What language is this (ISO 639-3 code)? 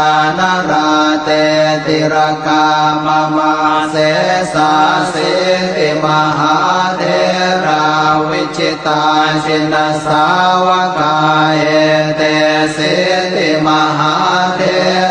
pli